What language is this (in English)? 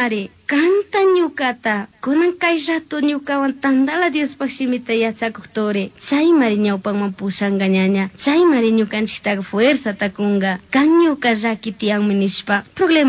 Chimborazo Highland Quichua